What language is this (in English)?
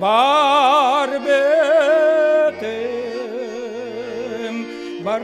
Yakut